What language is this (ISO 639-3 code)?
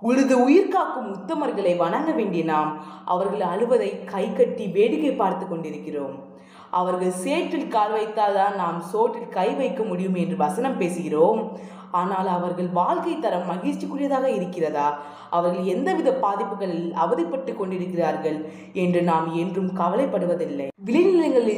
tam